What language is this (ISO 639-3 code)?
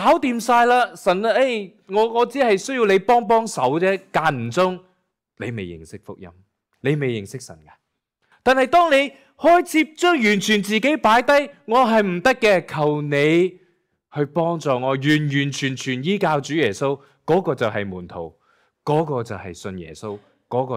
yue